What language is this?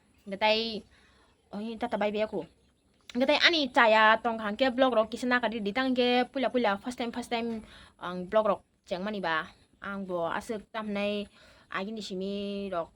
Kok Borok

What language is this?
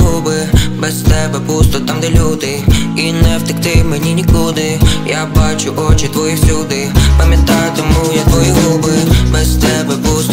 Ukrainian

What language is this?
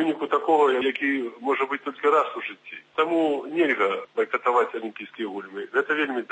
Belarusian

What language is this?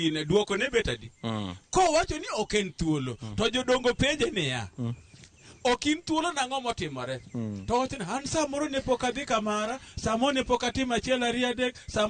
Luo (Kenya and Tanzania)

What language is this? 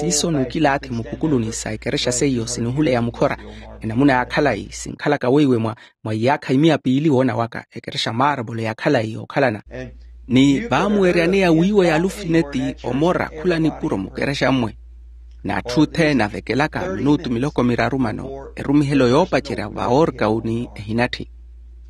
Makhuwa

